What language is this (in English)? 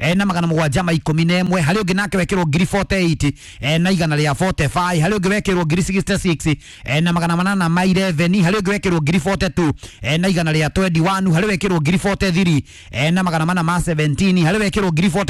Kikuyu